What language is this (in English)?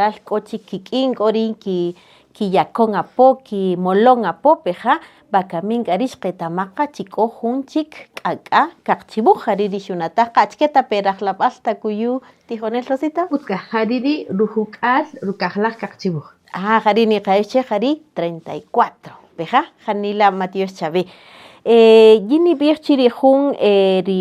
Kaqchikel